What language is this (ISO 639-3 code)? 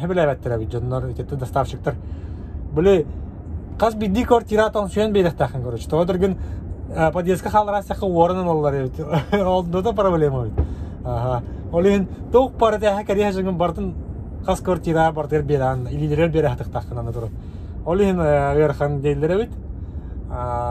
sah